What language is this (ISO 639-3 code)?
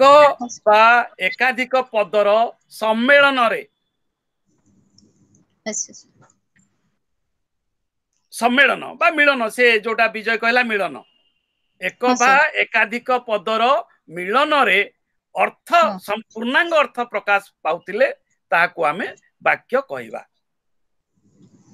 ori